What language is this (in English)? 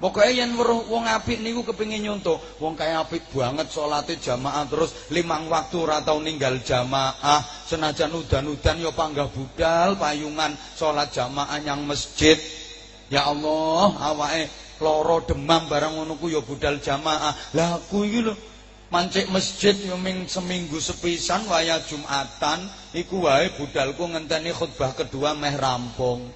Javanese